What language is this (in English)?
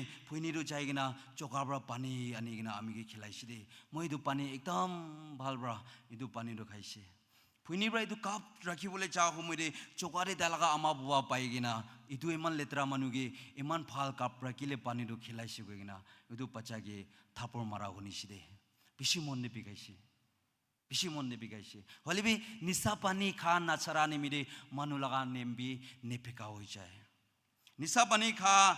Naga Pidgin